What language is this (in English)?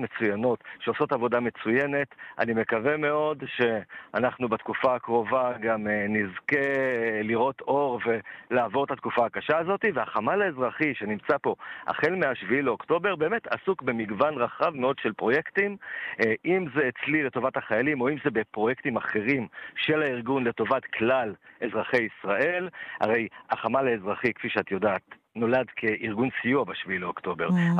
Hebrew